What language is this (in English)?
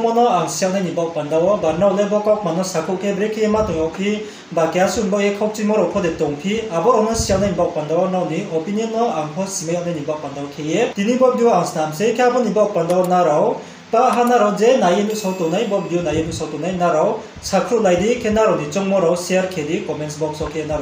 Riang (India)